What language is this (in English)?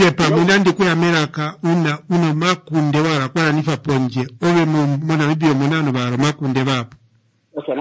Kuanyama